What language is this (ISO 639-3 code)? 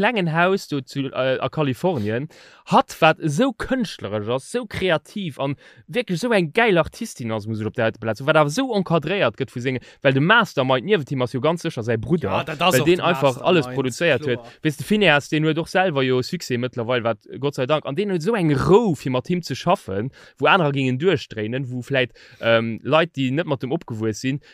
ltz